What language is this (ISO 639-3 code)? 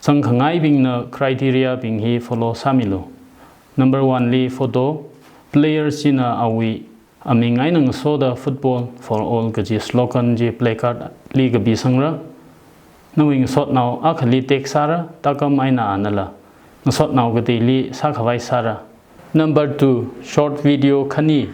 nmf